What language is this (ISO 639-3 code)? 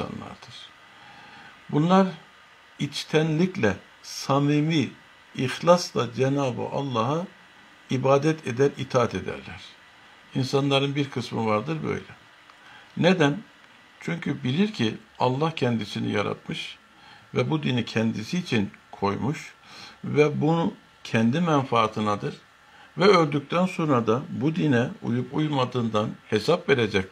tur